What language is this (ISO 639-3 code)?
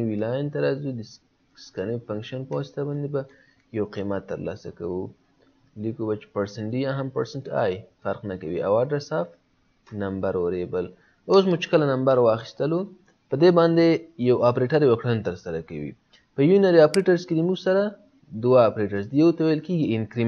pus